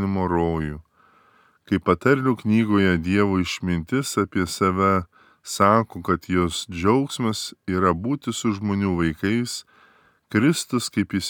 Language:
Lithuanian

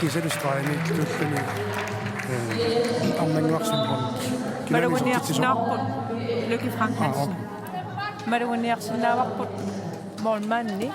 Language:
Kalaallisut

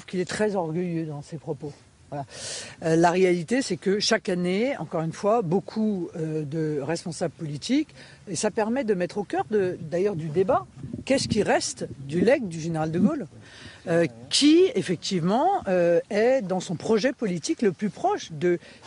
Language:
French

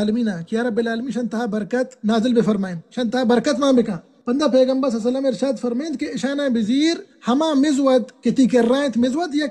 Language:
Baluchi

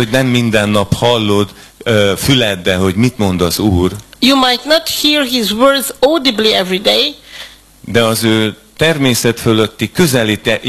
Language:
Hungarian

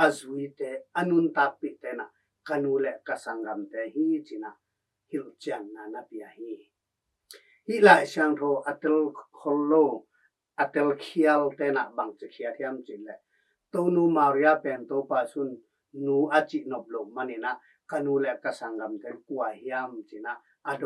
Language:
Tedim Chin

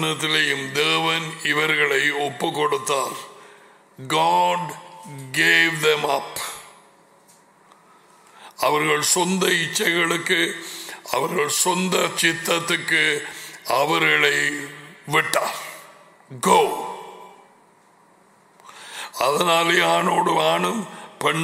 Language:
Tamil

